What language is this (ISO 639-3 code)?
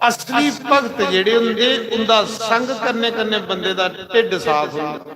doi